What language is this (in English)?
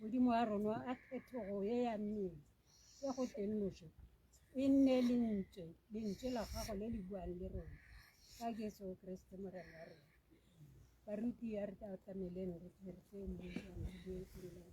Tswana